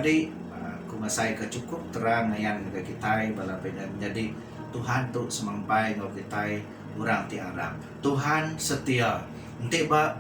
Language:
Iban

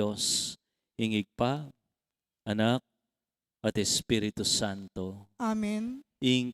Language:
Pampanga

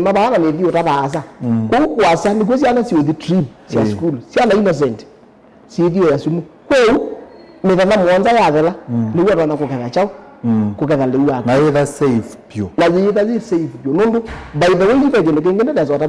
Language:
Kamba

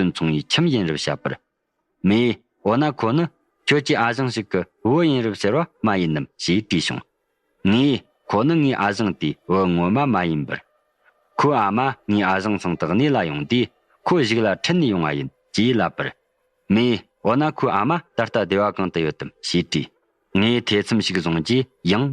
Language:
Tibetan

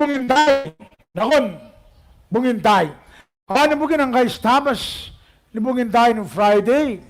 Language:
Gilbertese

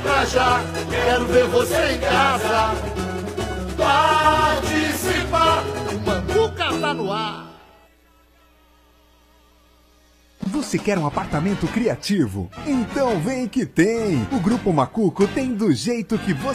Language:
Portuguese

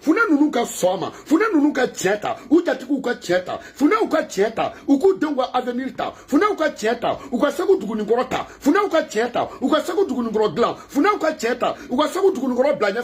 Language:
Bambara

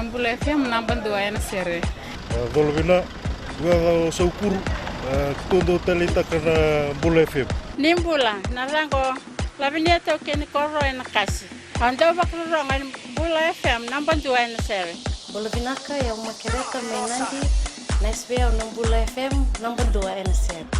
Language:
Fijian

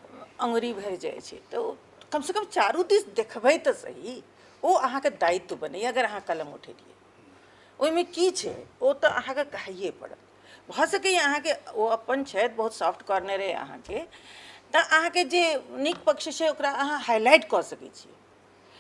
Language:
Maithili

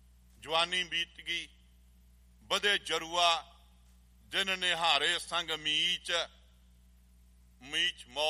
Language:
Punjabi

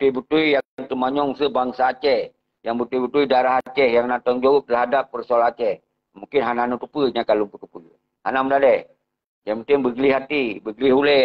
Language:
Achinese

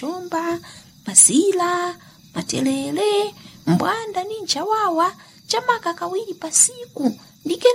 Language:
Nyanja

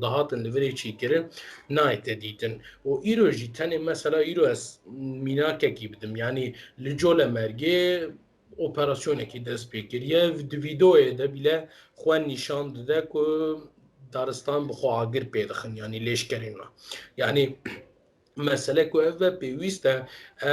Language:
Kurdish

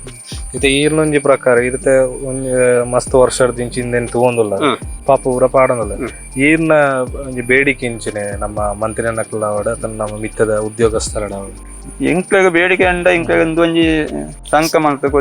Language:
Tulu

